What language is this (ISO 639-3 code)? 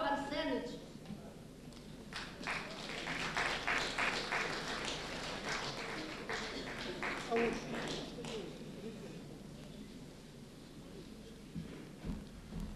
ukr